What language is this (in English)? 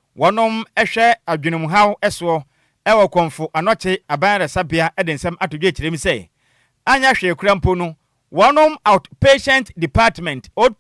Akan